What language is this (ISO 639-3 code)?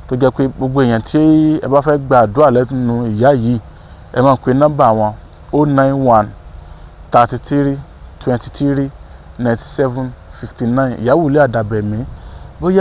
yor